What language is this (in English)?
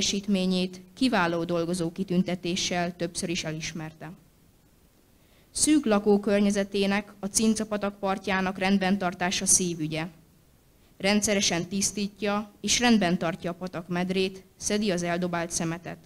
Hungarian